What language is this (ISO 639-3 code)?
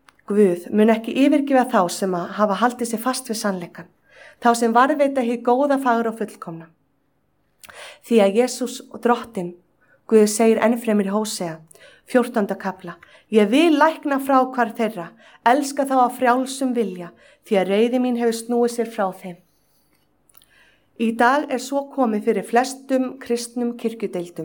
isl